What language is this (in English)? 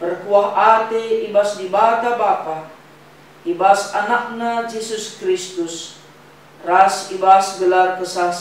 Batak Karo